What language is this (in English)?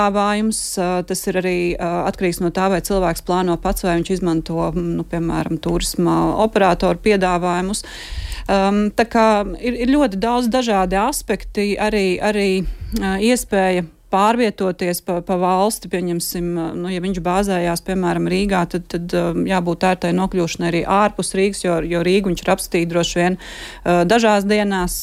Latvian